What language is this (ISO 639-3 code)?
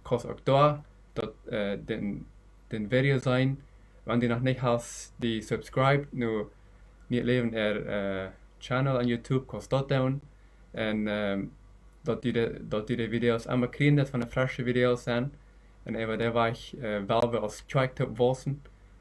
pdt